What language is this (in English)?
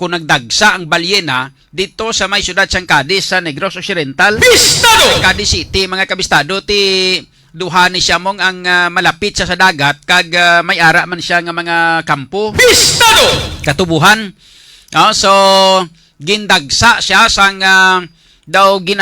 Hiligaynon